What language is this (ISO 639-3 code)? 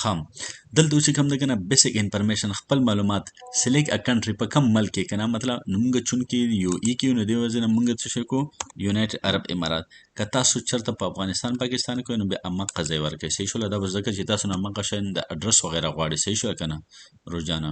pus